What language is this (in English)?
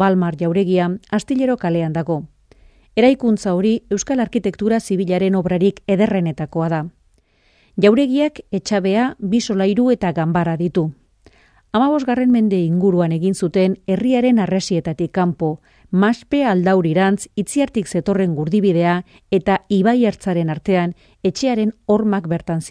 Basque